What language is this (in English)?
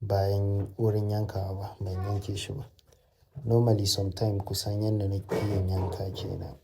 Hausa